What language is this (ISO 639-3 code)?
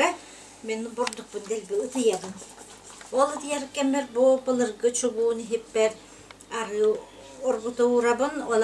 sah